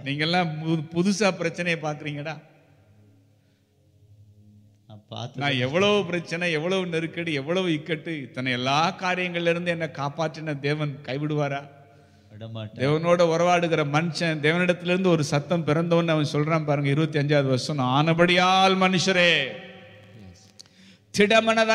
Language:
Tamil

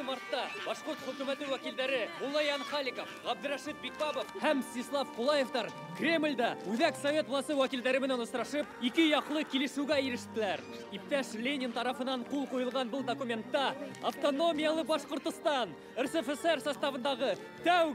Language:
Bashkir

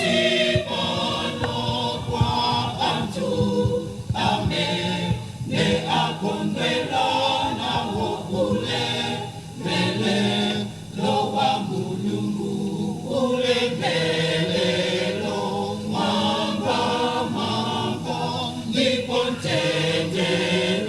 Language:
Nyanja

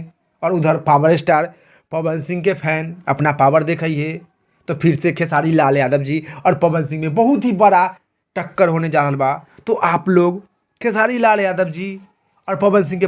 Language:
Bhojpuri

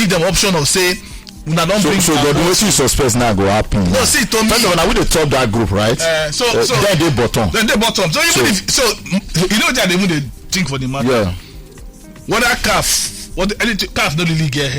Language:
Nigerian Pidgin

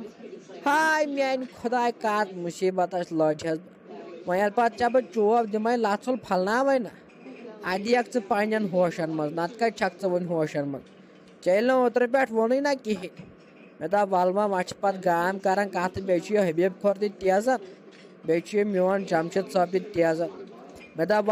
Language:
Kashmiri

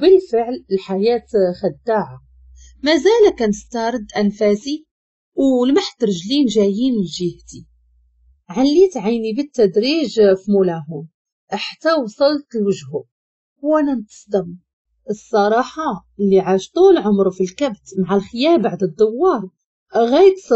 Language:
Moroccan Arabic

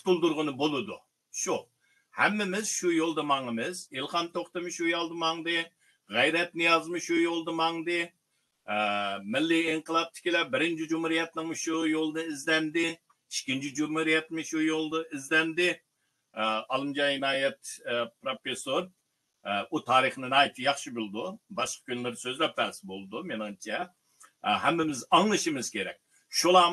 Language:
Uyghur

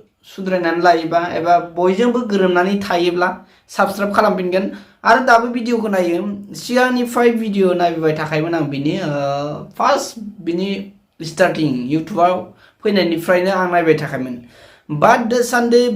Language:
Bodo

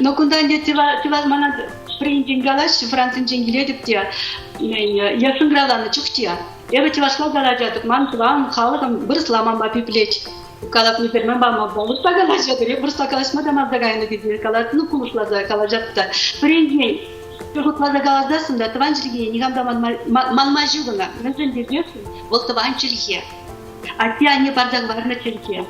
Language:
Chuvash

